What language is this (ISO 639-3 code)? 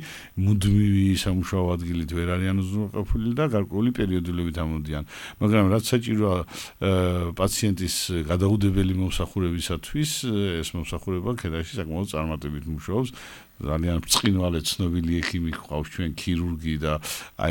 kat